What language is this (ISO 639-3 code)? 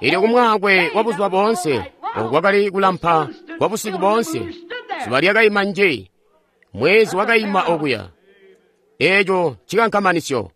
toi